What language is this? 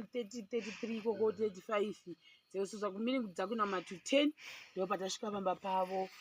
Shona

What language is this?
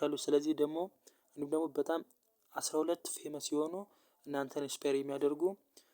Amharic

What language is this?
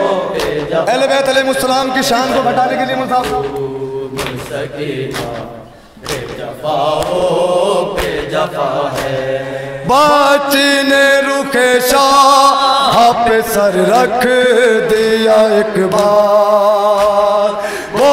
Urdu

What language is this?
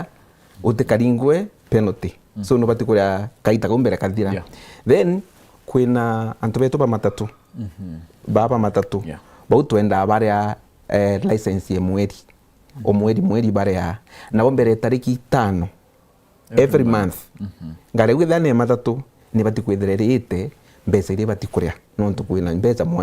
Meru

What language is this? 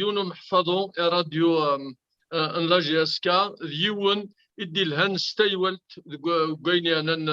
Kabyle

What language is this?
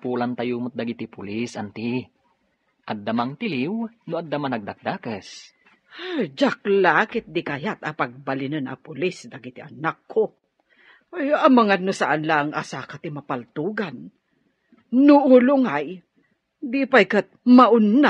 Iloko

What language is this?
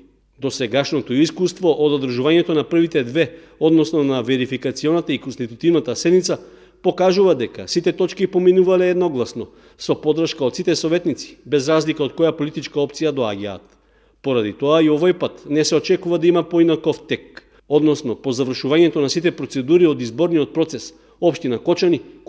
Macedonian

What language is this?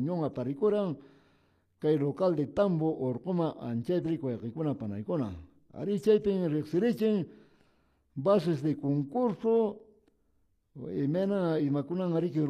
Quechua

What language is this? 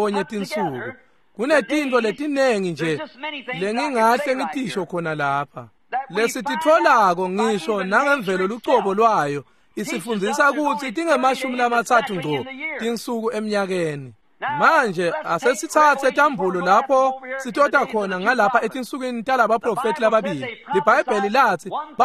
Swati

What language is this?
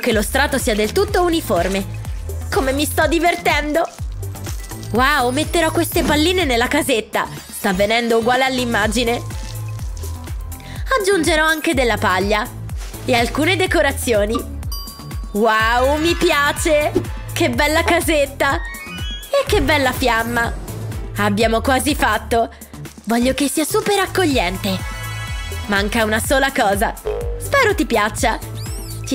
Italian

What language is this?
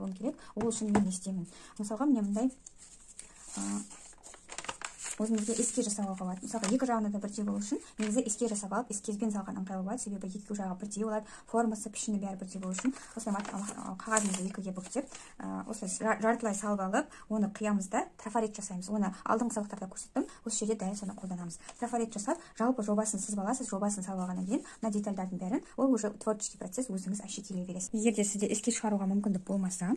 Kazakh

